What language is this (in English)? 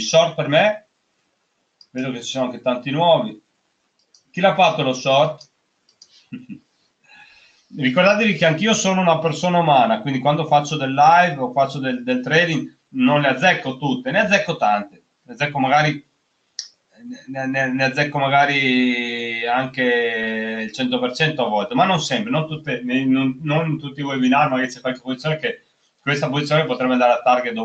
Italian